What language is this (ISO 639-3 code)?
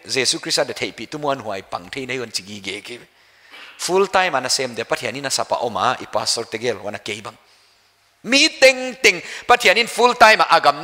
pck